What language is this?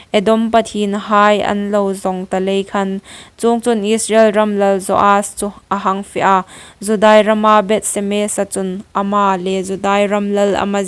Hmar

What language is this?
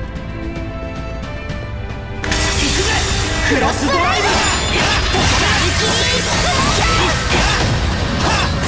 Japanese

